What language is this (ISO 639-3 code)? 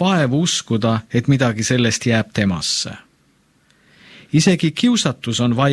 est